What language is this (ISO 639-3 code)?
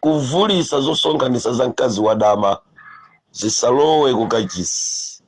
nya